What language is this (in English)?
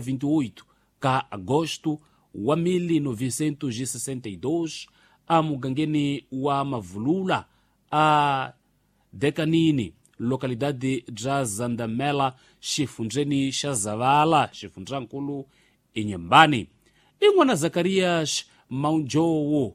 Tsonga